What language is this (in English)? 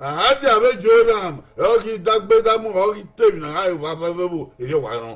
Bini